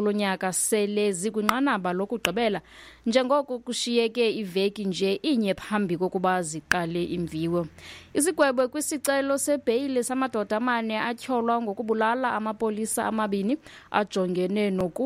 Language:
Xhosa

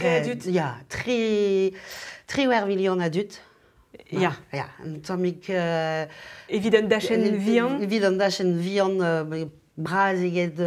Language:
Breton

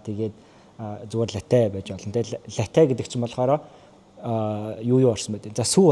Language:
Mongolian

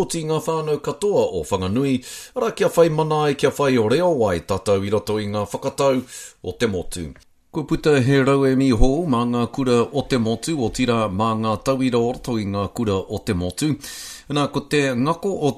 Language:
Māori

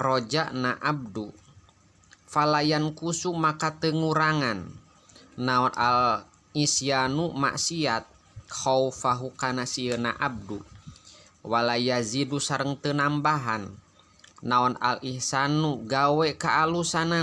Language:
Sundanese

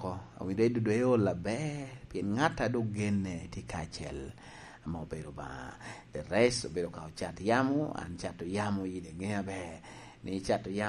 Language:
Lango (Uganda)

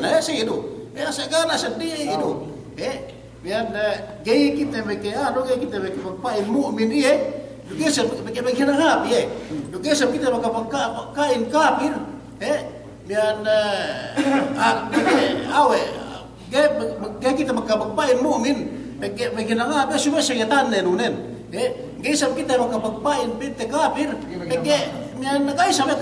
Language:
Yakan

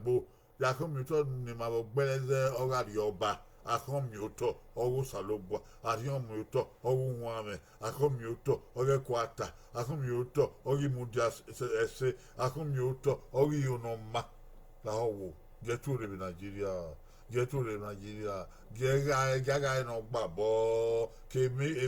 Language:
Bini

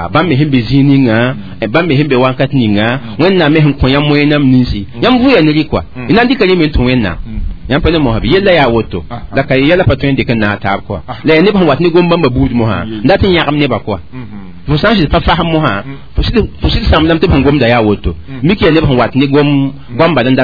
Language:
Mossi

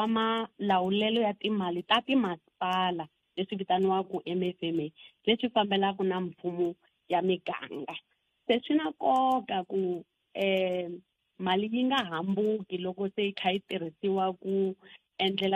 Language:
Tsonga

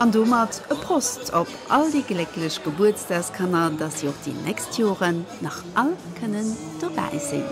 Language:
Luxembourgish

